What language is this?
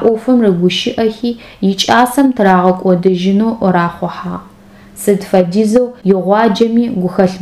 Adyghe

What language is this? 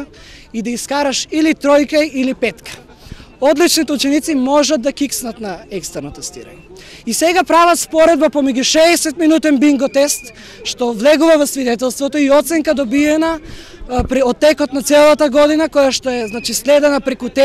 Macedonian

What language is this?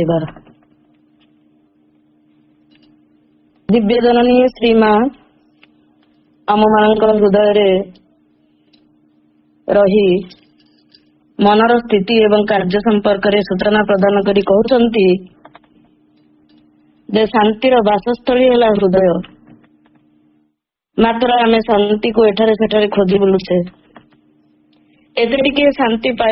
Odia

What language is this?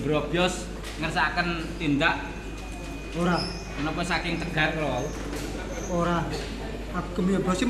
Javanese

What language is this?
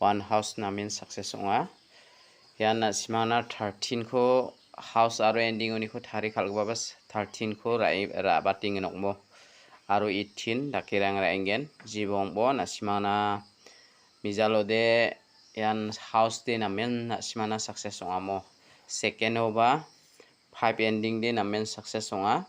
Garo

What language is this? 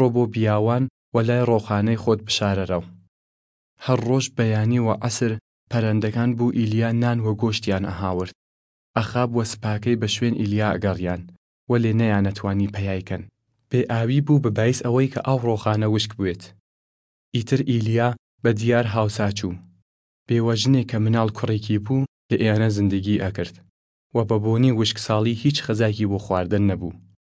Southern Kurdish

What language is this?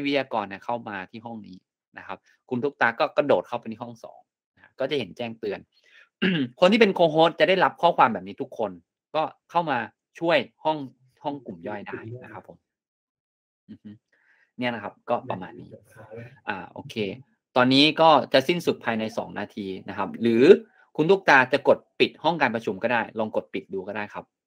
Thai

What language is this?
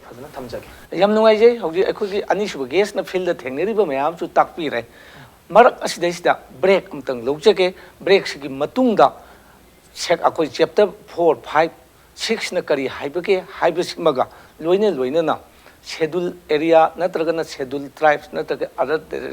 Manipuri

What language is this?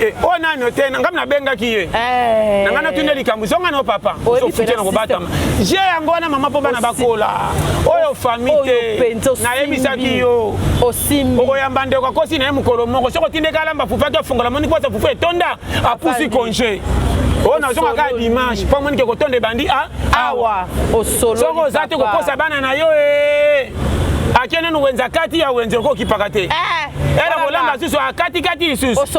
Lingala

